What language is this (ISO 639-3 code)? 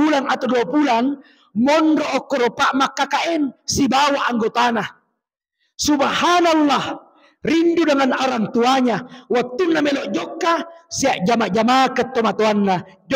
bug